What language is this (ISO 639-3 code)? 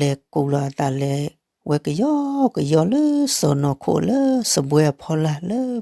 ksw